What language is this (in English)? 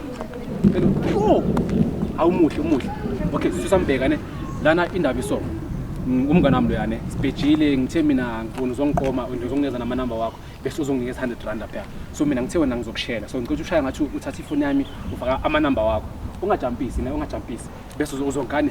Zulu